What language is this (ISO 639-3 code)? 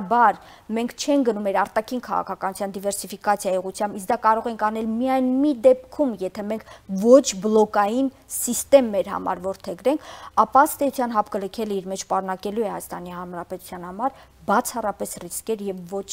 hye